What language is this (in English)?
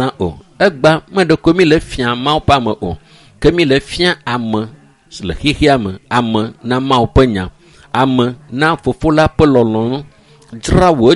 Ewe